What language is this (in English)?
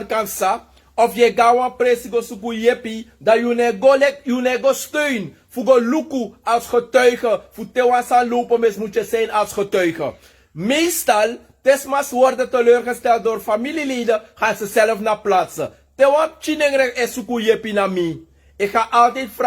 Sranan Tongo